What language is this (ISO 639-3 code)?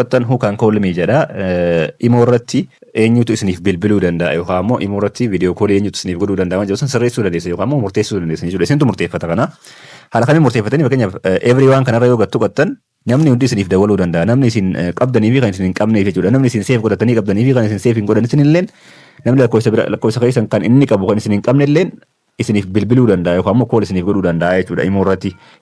orm